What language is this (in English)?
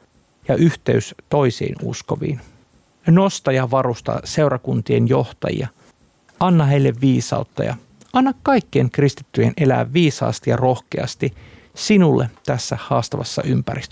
Finnish